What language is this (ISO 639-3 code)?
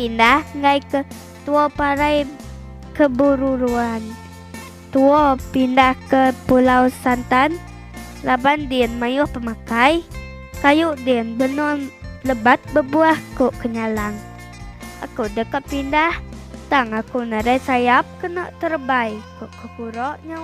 iba